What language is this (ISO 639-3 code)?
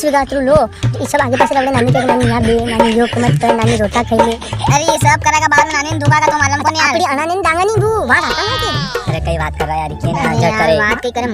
raj